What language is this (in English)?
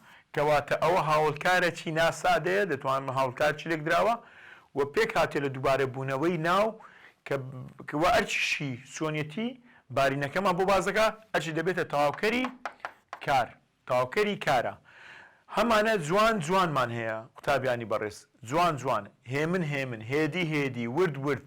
Central Kurdish